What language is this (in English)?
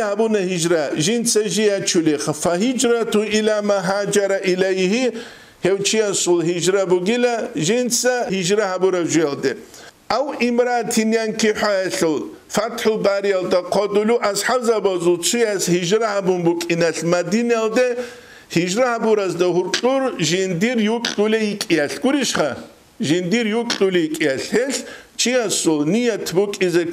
Avaric